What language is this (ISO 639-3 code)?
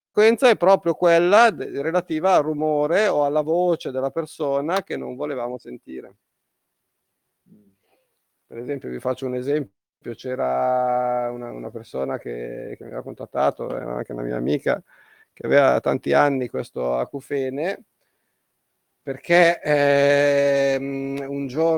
ita